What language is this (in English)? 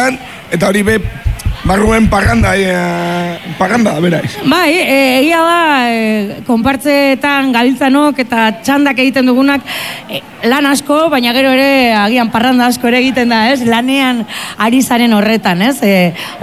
Basque